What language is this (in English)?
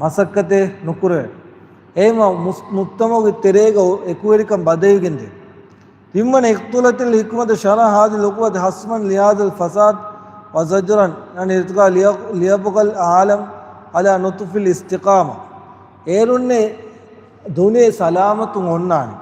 Divehi